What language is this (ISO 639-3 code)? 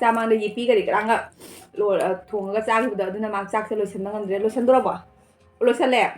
mni